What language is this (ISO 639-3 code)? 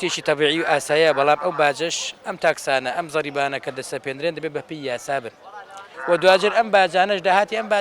ckb